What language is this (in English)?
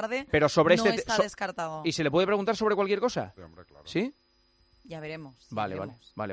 Spanish